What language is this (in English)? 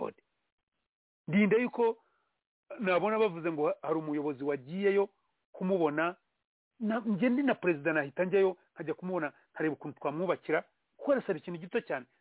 Kinyarwanda